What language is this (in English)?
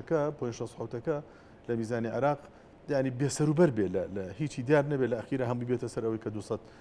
Central Kurdish